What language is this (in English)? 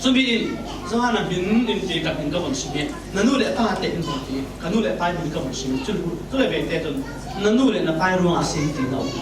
Falam Chin